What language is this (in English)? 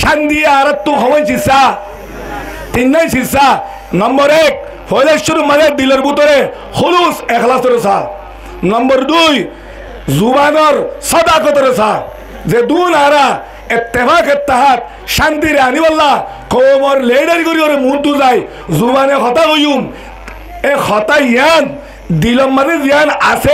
Rohingya